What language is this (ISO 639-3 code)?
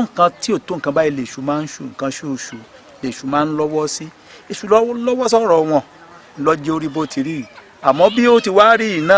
yor